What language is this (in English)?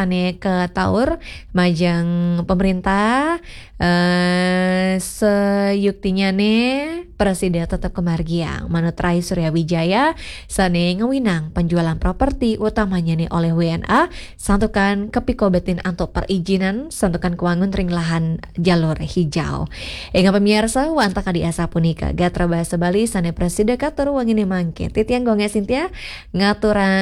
Balinese